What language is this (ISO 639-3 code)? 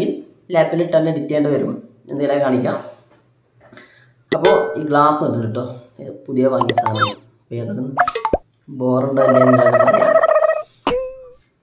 mal